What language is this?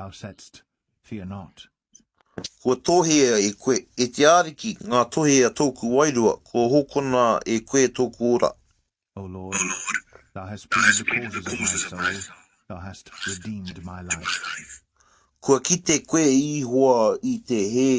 Māori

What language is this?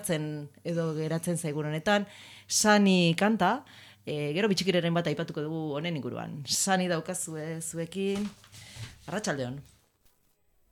Basque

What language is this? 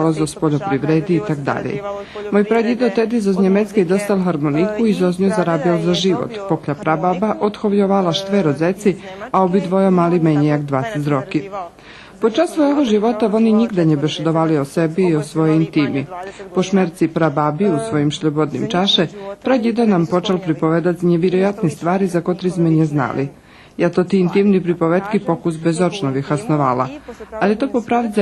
Rusyn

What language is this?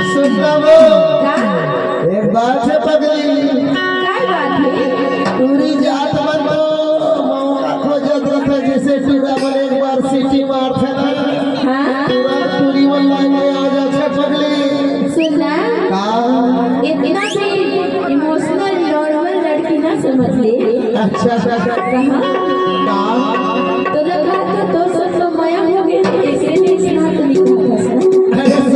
Chhattisgarhi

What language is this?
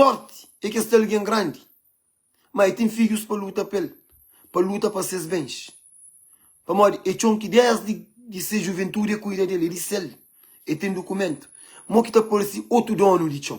Kabuverdianu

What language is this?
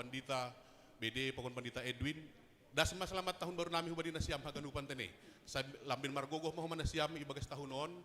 Batak Simalungun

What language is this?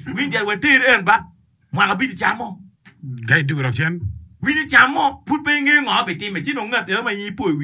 Acoli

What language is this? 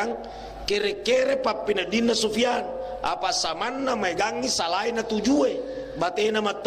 Buginese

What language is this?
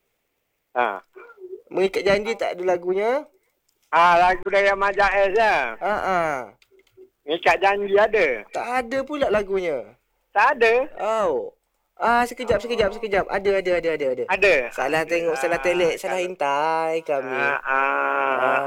Malay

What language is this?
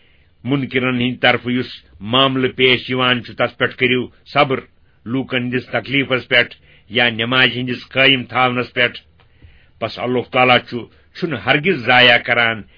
Kashmiri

